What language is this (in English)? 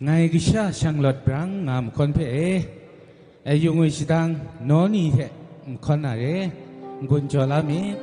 Kachin